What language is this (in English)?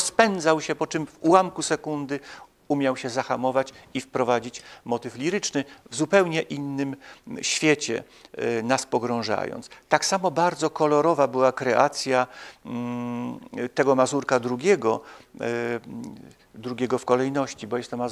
Polish